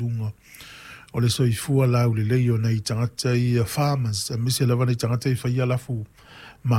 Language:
Samoan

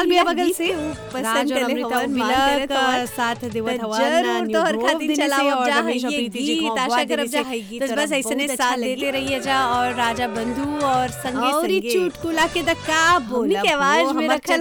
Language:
Bhojpuri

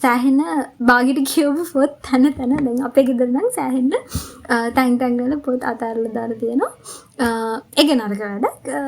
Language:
Sinhala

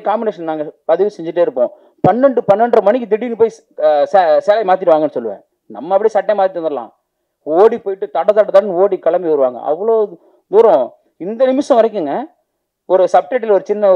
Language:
Tamil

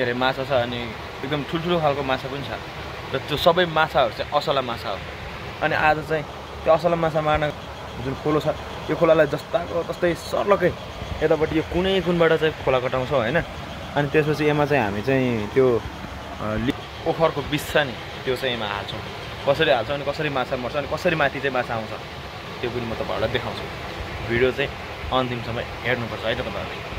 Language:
Nepali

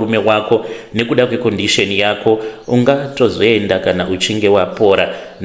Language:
Shona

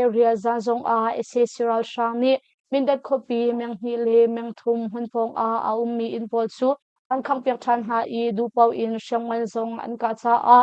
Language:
Hakha Chin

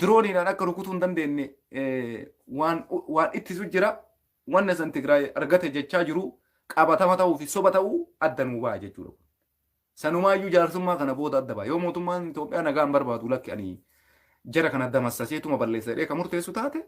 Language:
Oromo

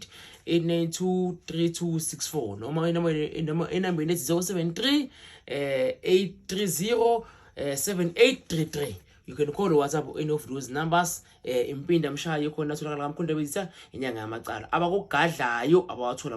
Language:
Zulu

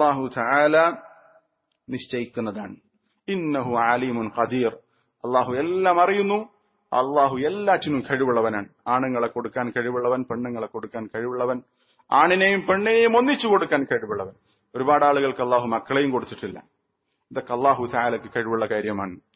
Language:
Malayalam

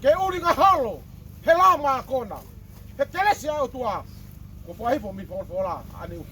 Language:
Tongan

